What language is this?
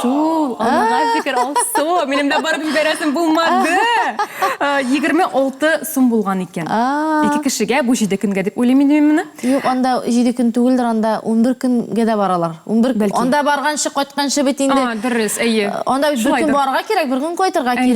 Tatar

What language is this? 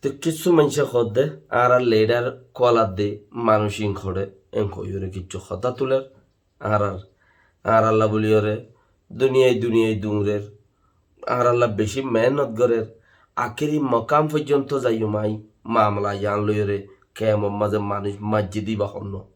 Rohingya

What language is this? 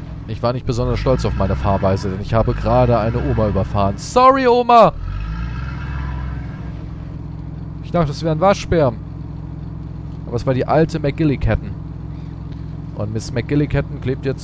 German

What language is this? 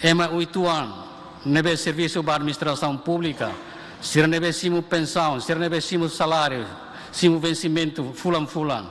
Tetum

